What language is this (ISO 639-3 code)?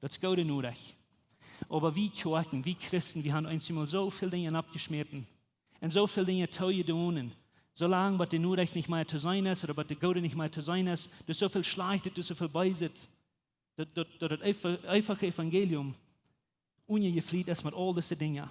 pdt